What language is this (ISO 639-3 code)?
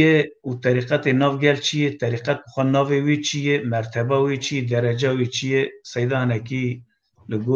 kur